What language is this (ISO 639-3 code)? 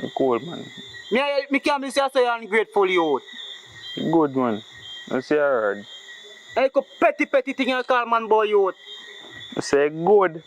jam